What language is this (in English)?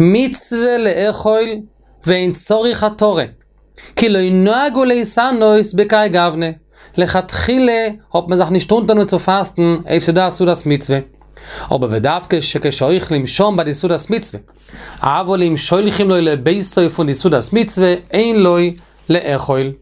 Yiddish